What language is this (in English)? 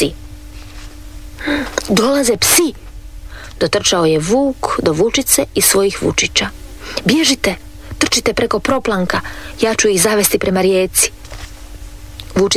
Croatian